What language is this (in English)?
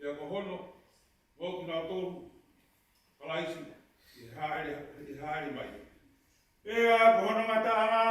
Tongan